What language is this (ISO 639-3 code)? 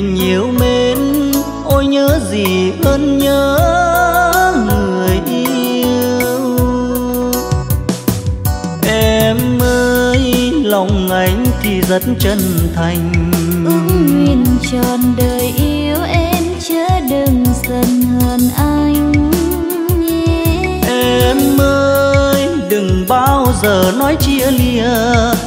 vie